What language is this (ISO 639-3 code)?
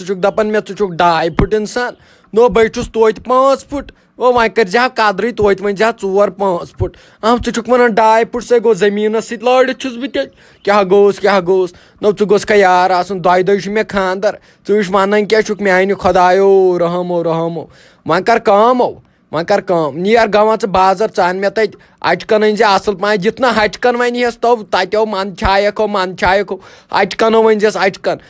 kas